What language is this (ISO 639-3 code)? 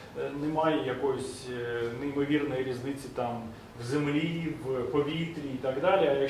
ukr